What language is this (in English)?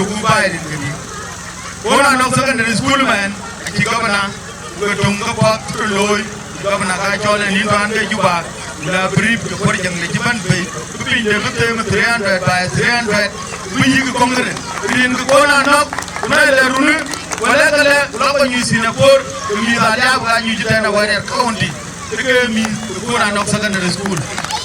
Dinka